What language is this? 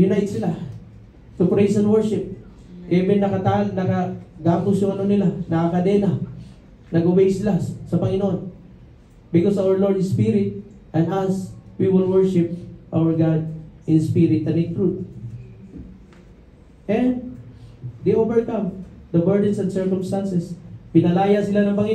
Filipino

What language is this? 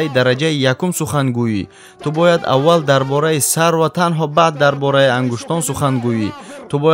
Tajik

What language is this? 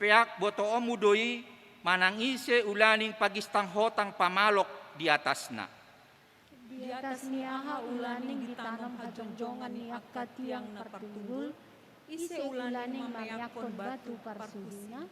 Batak Toba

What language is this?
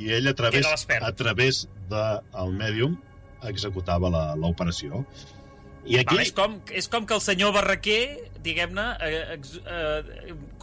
Catalan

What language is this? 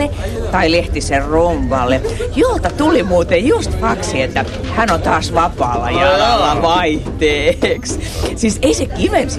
Finnish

